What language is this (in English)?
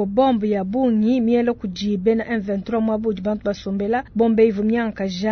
Luba-Lulua